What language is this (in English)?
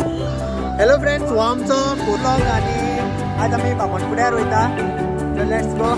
Konkani